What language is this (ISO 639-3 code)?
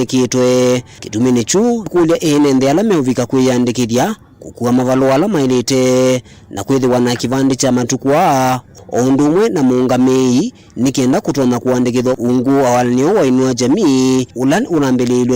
kam